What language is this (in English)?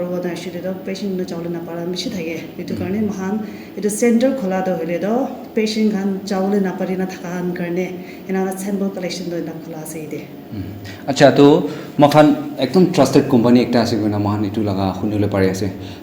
Naga Pidgin